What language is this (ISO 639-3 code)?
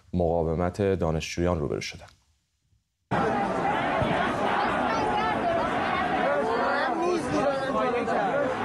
fas